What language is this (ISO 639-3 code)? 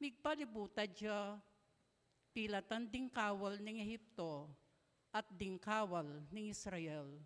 pam